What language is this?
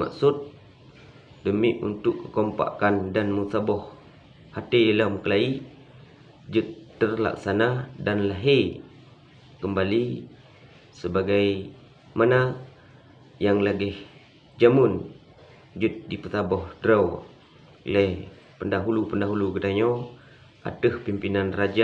Achinese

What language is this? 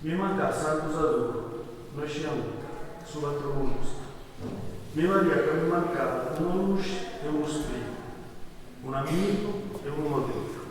Sardinian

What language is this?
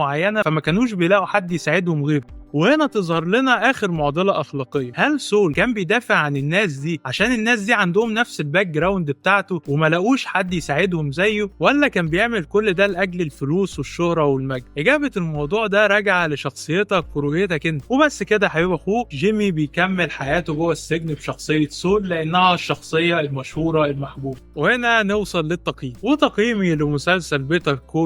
Egyptian Arabic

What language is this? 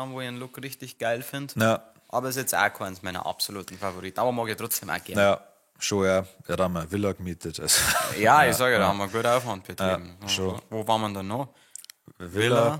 Bavarian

